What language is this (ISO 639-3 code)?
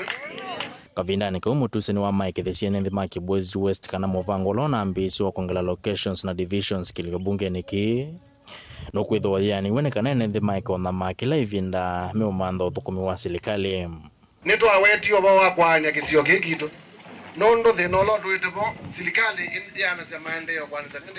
kam